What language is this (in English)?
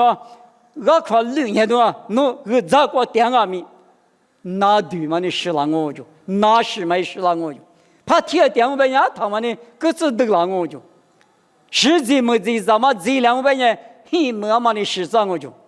Lisu